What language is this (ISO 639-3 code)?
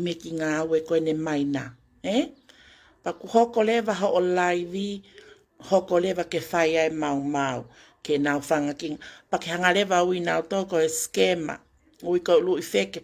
ton